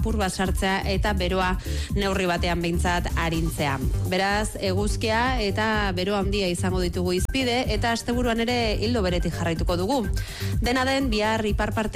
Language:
Basque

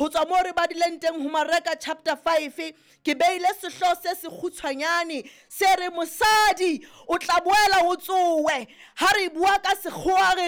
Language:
Southern Sotho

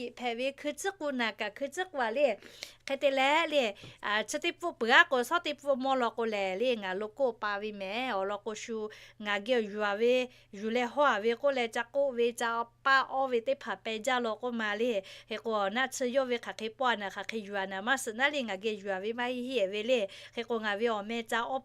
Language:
Lahu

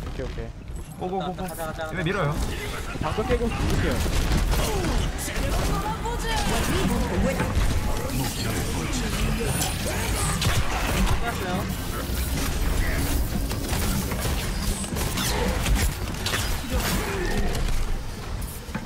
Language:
Korean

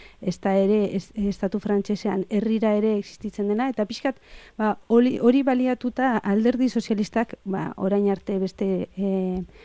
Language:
Basque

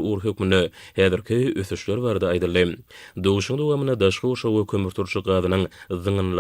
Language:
Turkmen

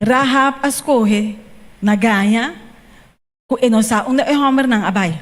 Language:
Papiamento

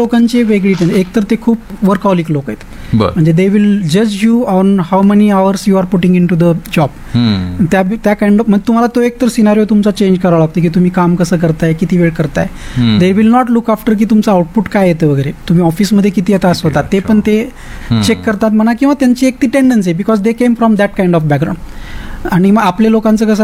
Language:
Marathi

